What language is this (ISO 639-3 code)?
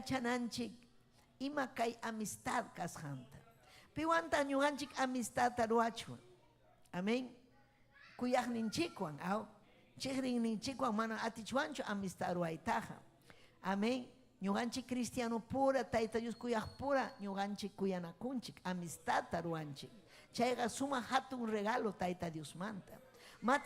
quy